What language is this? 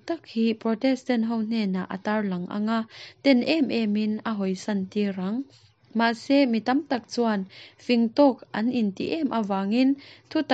Mizo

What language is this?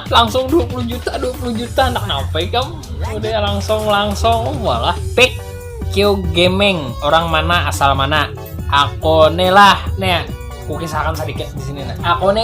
Banjar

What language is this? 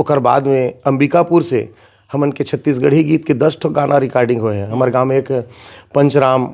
Chhattisgarhi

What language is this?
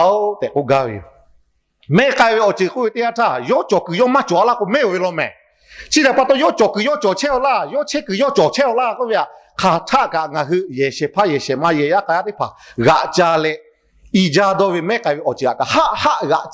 Lahu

